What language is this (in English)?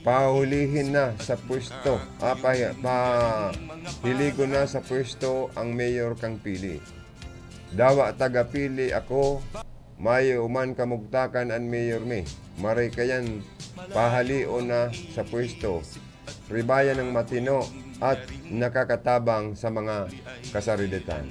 Bikol